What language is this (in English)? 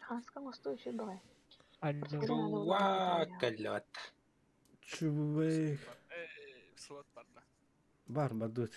Yakut